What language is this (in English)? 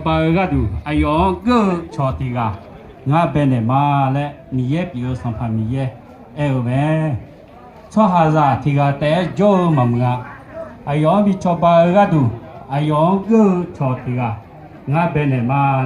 Akha